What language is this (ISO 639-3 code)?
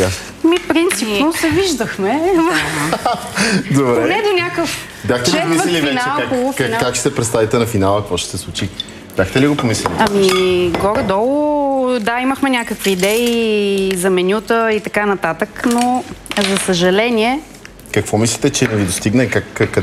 bul